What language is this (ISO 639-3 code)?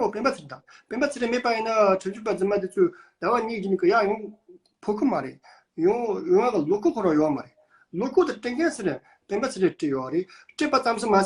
bod